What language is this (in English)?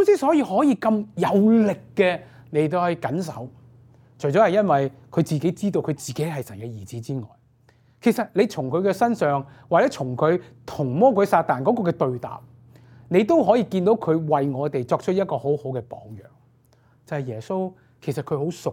Cantonese